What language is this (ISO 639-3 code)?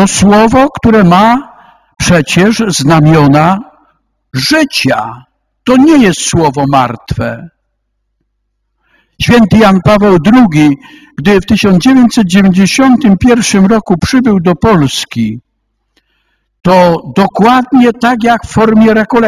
pol